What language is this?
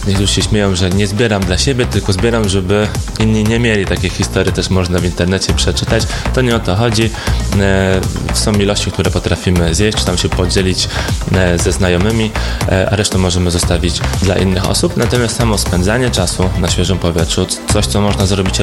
Polish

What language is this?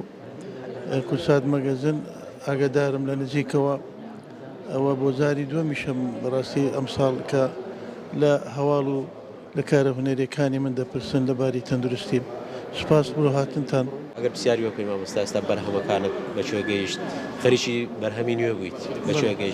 Central Kurdish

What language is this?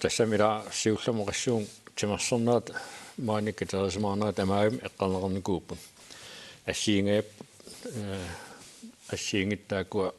Kalaallisut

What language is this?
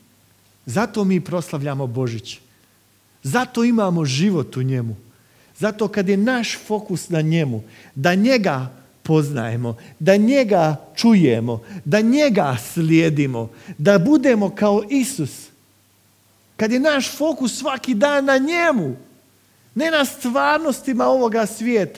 Croatian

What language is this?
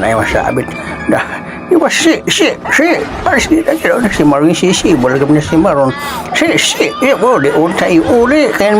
Waray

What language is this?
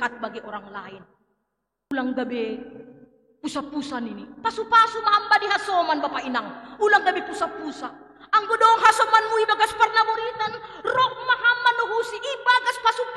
Batak Simalungun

